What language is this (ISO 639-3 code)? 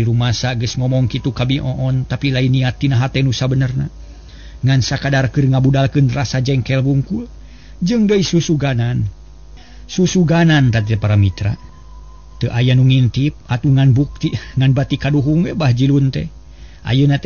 sun